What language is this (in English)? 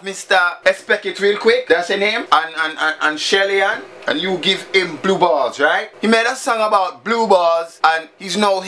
Jamaican Creole English